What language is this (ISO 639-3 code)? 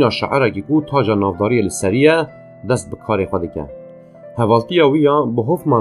kur